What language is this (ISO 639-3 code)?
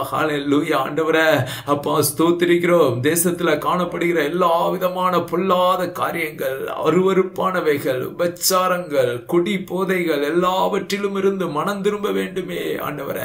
tam